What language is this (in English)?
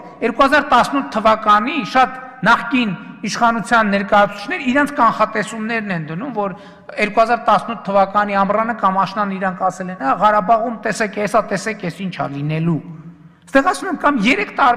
Armenian